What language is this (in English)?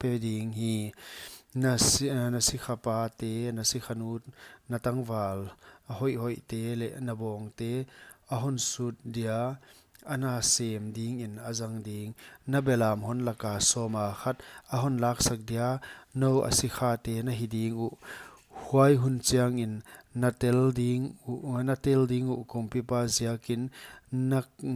Paite Chin